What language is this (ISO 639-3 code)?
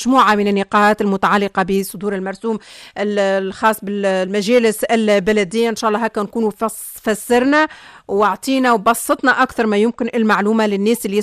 aeb